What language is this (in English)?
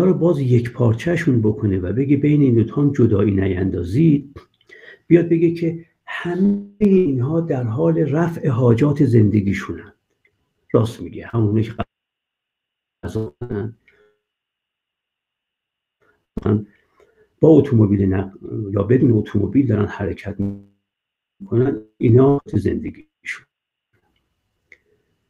Persian